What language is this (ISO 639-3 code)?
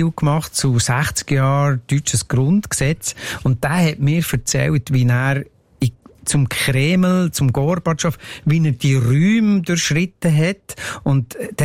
deu